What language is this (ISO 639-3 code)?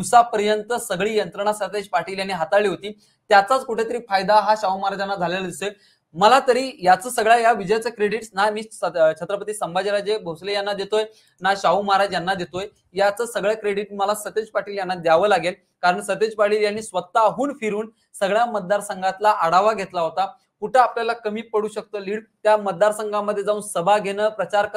mar